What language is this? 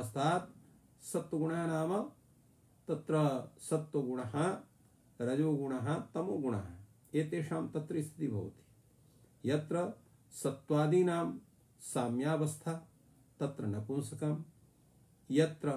Sanskrit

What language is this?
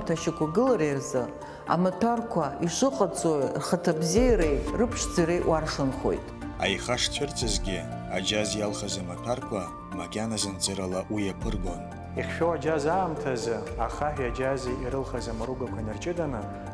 Abkhazian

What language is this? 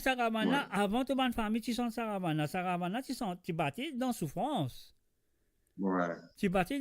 Morisyen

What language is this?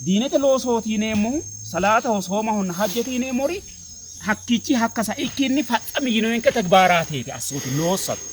Sidamo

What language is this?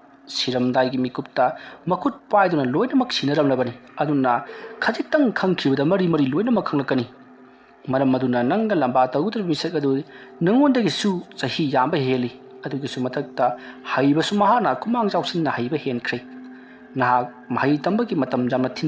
Manipuri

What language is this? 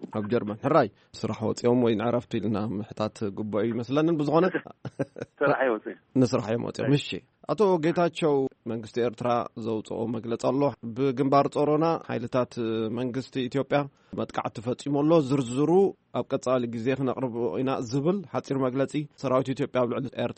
Tigrinya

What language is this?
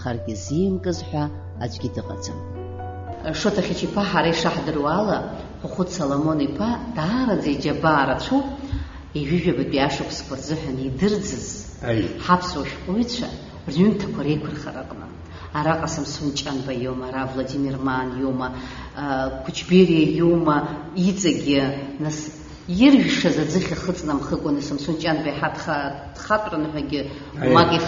Abkhazian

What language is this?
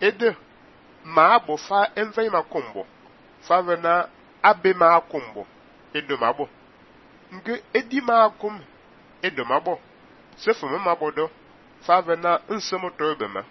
Fang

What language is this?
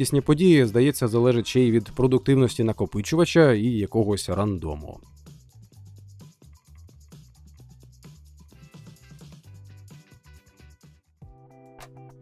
Ukrainian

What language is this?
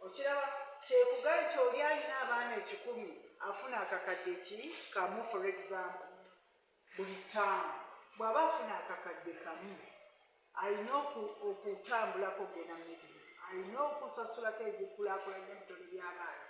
Ganda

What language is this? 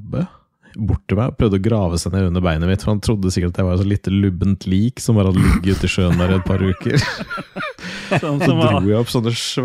Norwegian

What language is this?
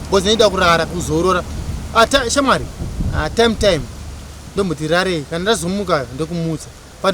Shona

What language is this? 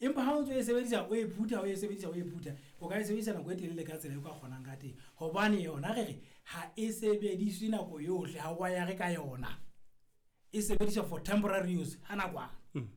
Southern Sotho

